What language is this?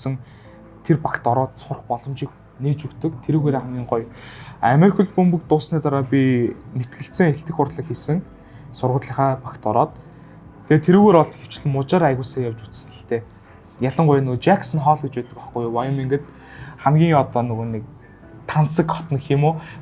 Mongolian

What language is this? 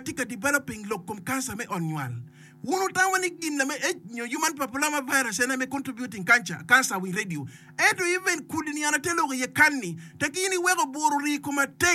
Acoli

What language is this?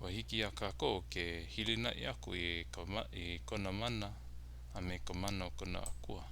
Hawaiian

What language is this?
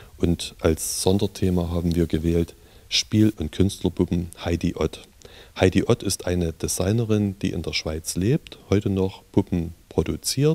German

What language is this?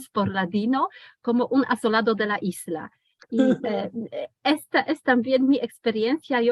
Ladino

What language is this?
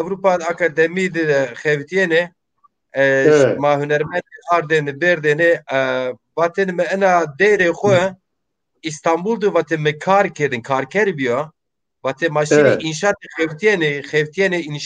Zaza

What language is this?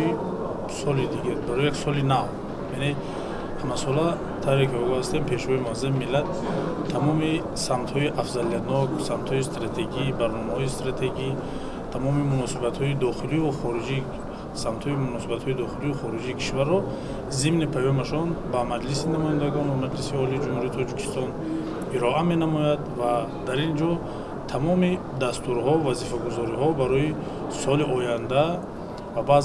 Tajik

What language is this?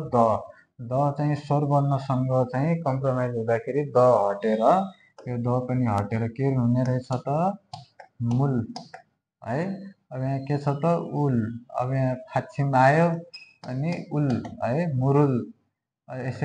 Nepali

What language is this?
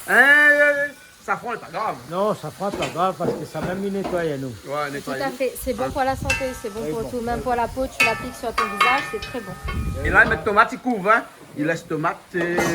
Réunion Creole French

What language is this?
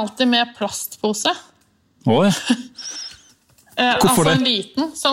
Norwegian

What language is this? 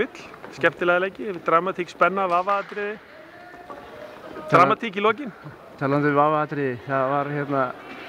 Icelandic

